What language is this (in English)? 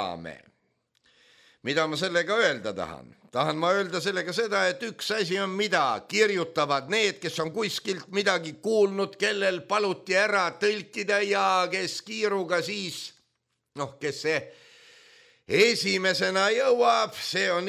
Estonian